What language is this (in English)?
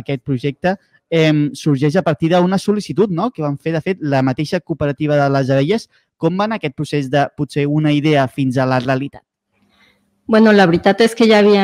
Catalan